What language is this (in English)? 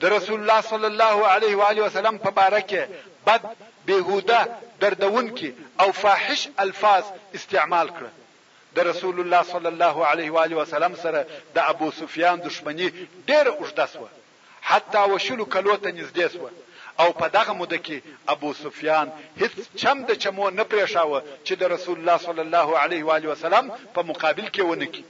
Pashto